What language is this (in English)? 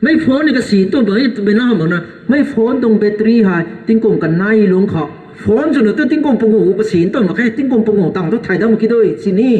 Rongmei Naga